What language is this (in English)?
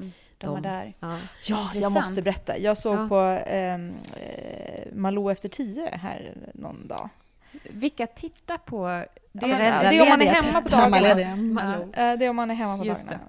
Swedish